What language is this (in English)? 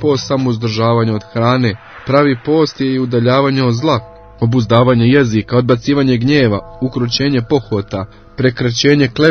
Croatian